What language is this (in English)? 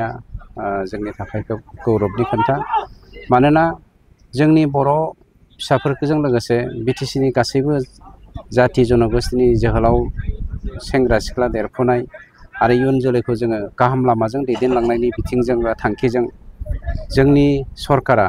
Bodo